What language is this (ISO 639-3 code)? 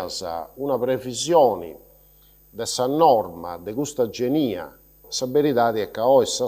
srd